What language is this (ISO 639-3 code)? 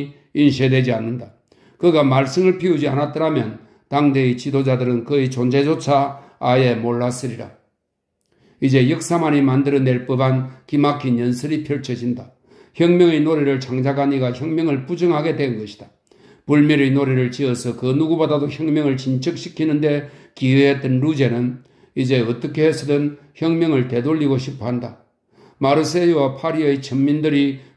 kor